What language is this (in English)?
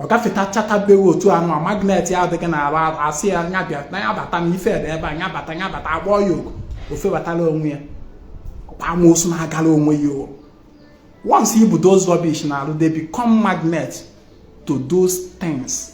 Igbo